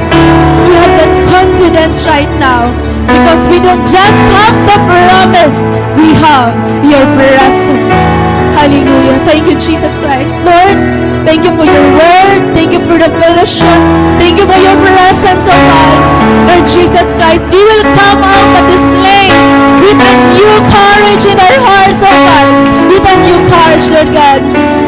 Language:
Waray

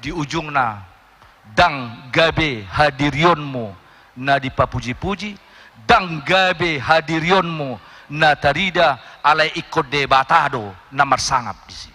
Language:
Batak Toba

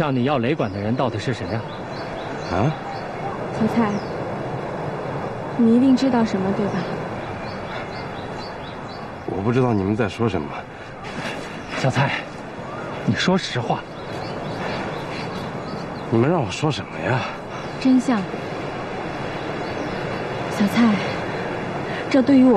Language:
Chinese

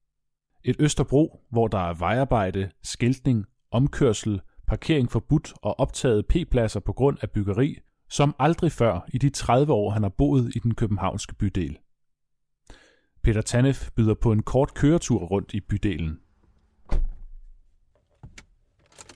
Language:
Danish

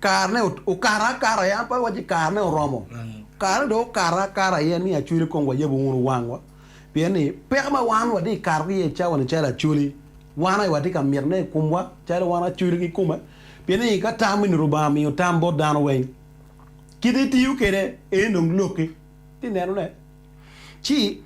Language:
Acoli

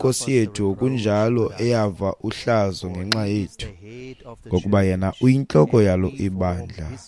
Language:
Xhosa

